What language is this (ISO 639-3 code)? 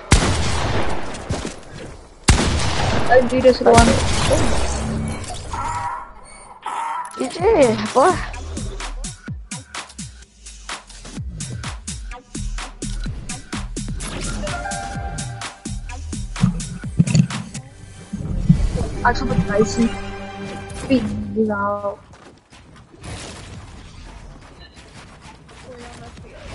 afr